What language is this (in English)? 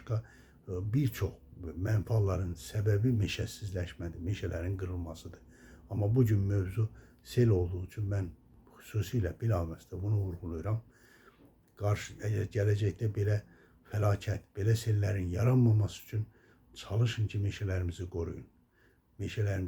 Azerbaijani